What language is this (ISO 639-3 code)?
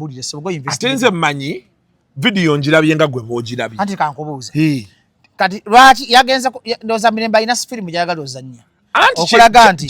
lug